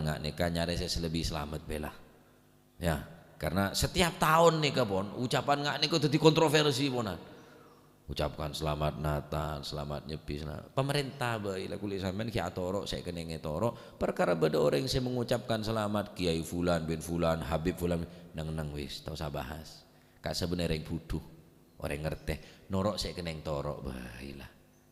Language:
Madurese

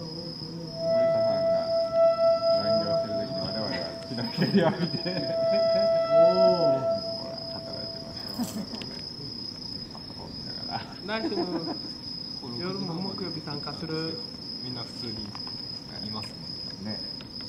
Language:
Japanese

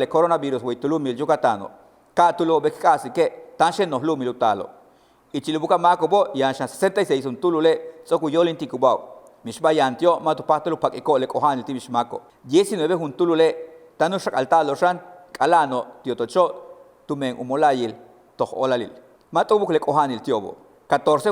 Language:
Yucateco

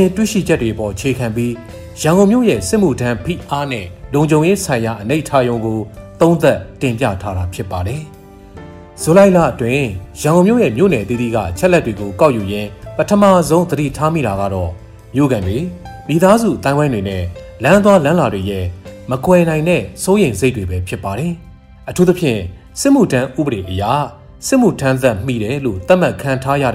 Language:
Burmese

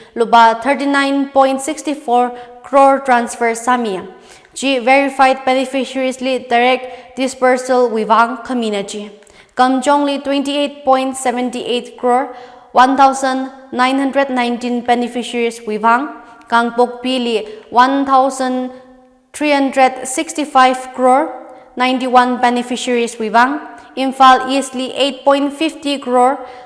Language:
Tangkhul Naga (India)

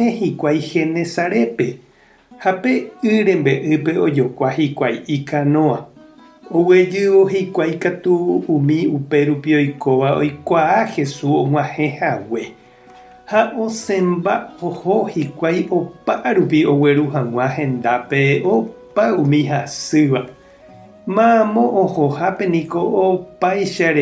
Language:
Guarani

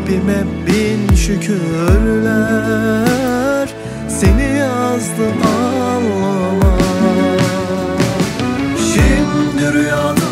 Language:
Turkish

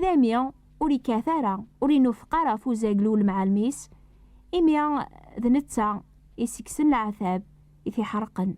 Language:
Kabyle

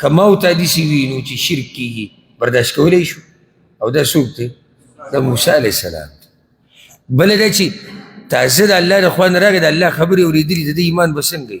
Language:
Pashto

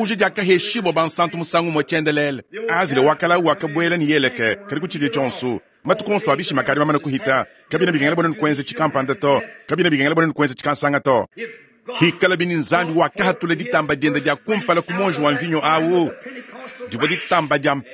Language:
Luba-Lulua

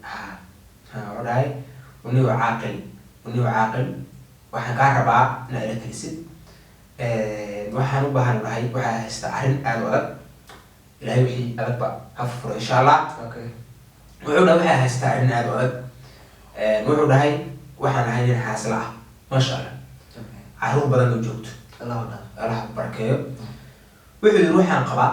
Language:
Somali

